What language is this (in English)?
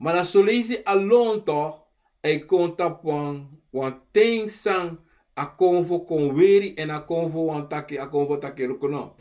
Sranan Tongo